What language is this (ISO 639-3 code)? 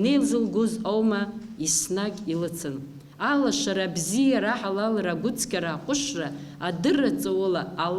abk